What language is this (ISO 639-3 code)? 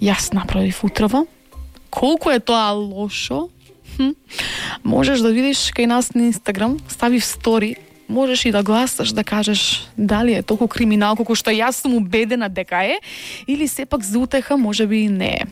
mkd